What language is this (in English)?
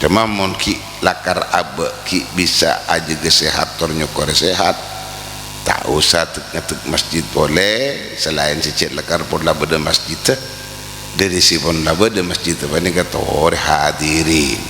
Madurese